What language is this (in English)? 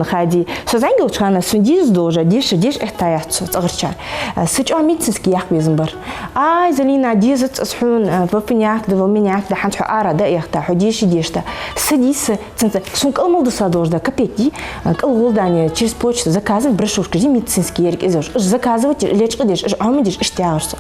Ingush